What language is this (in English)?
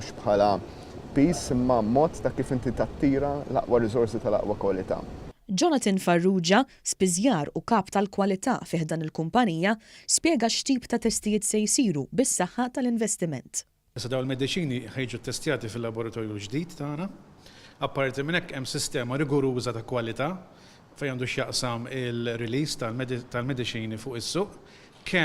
Maltese